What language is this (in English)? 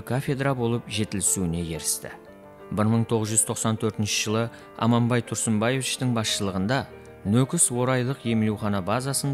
Kara-Kalpak